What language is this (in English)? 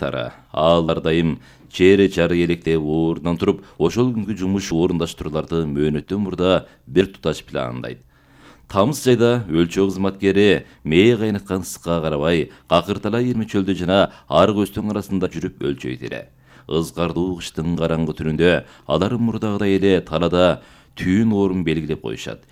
Kyrgyz